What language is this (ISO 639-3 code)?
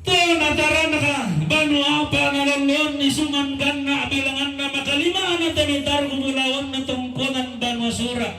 sda